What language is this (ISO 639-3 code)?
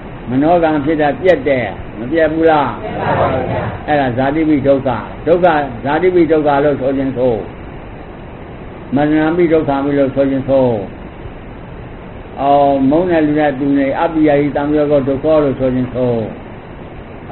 mya